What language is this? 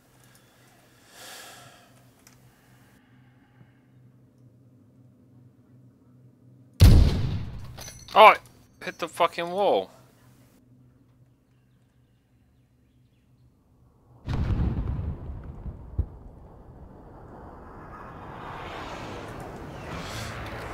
English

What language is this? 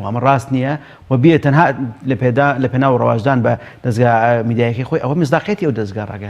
Central Kurdish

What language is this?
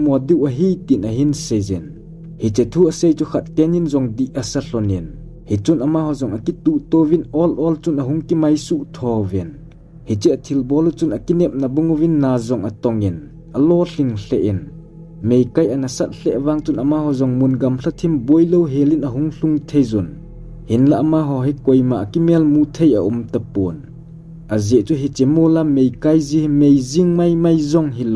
Thado Chin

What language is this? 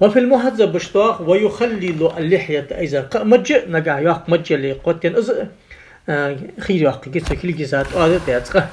Ingush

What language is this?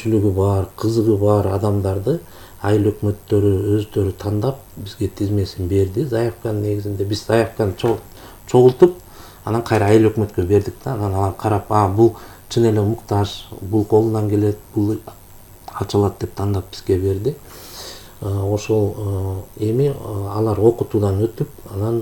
Kyrgyz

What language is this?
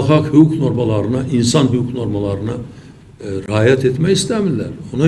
Azerbaijani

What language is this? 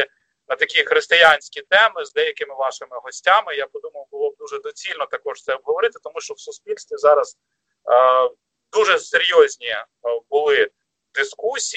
Ukrainian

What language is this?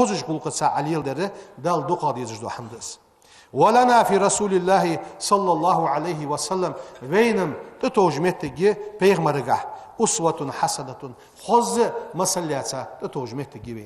Ingush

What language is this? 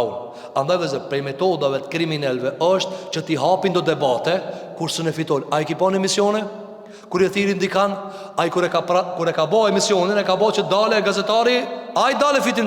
Albanian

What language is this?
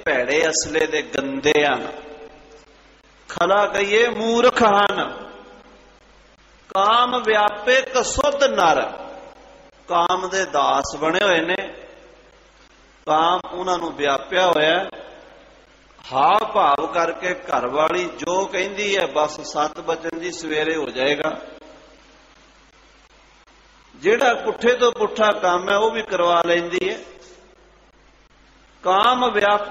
Punjabi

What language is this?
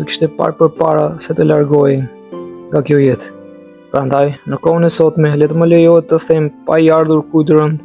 Albanian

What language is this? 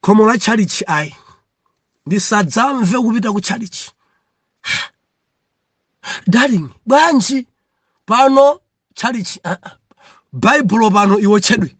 Nyanja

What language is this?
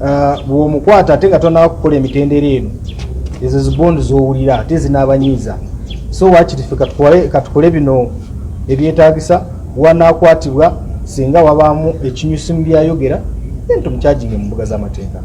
Ganda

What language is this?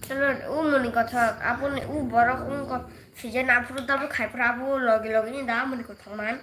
Kok Borok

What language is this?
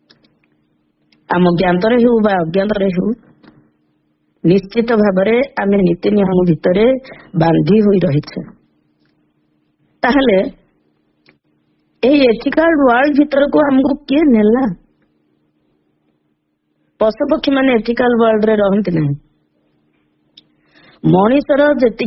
Odia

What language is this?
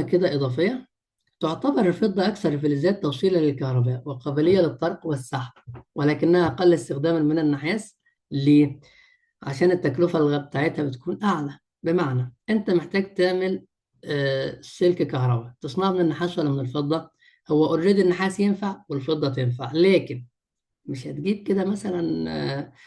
Egyptian Arabic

